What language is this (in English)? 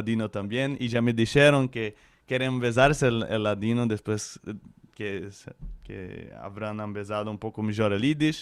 Ladino